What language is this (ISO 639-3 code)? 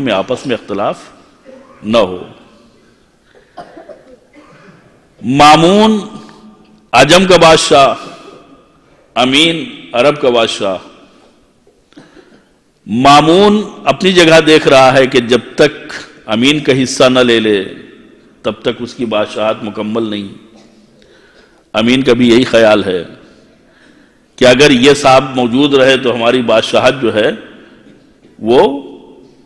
urd